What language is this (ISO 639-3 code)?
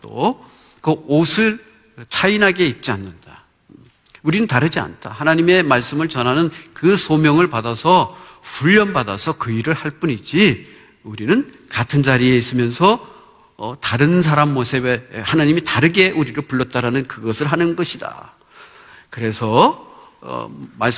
kor